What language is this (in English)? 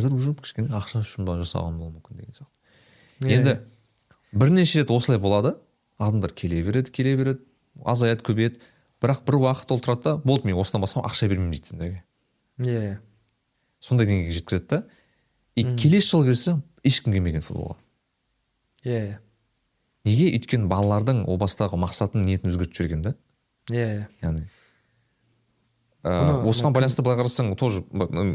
Kazakh